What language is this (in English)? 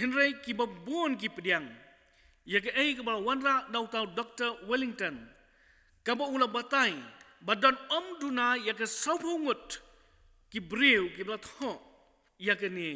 Khasi